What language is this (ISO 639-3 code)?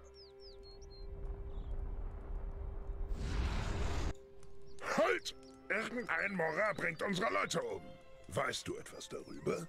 deu